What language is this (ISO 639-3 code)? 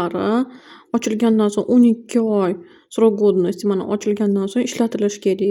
uzb